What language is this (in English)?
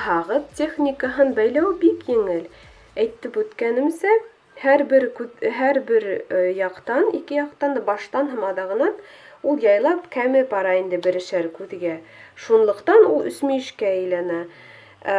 Bashkir